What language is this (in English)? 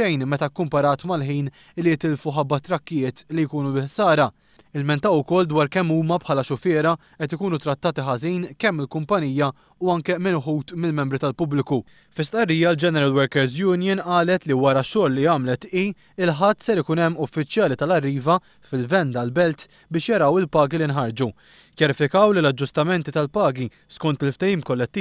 Maltese